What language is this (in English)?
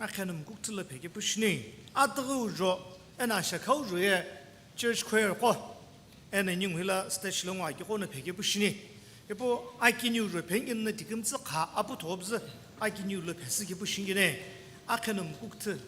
Sumi Naga